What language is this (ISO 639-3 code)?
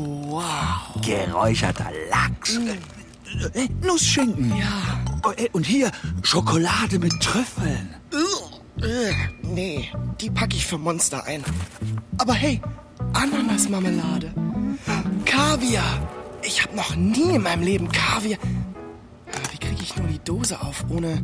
gsw